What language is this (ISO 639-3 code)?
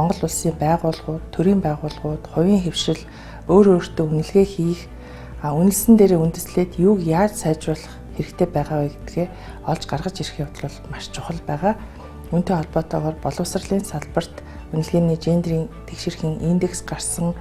mon